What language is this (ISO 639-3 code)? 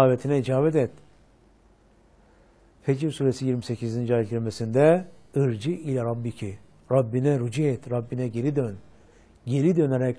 tur